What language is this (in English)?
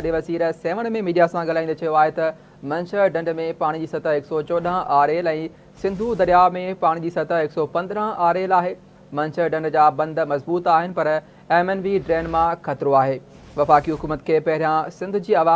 Sindhi